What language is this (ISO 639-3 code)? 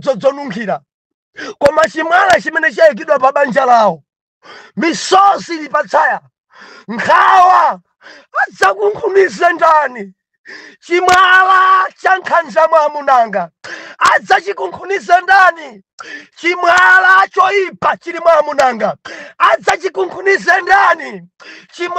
nya